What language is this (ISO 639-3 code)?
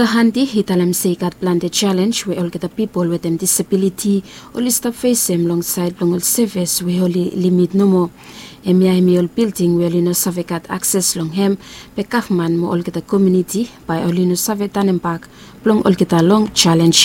bis